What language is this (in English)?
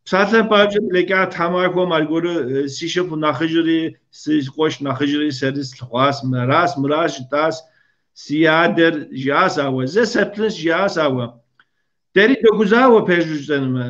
Kabardian